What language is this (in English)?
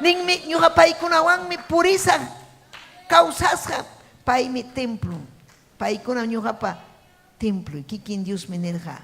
Ayacucho Quechua